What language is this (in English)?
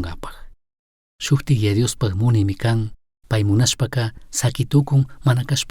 Chimborazo Highland Quichua